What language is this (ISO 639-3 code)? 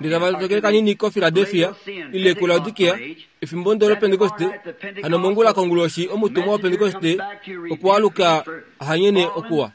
kua